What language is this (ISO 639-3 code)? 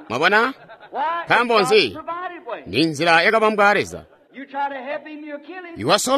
toi